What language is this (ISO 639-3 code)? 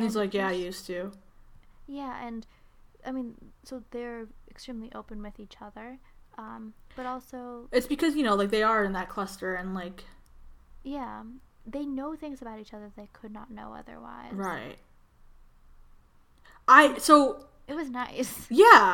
eng